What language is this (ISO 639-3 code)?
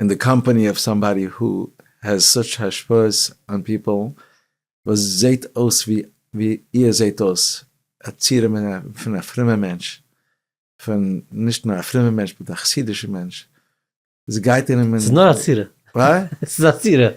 yid